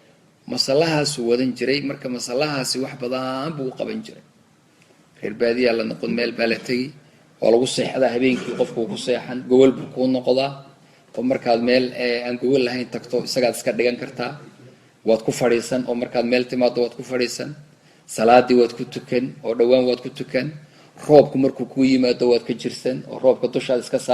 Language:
Somali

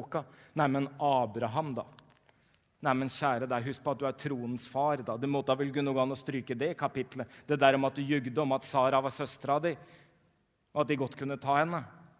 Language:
Norwegian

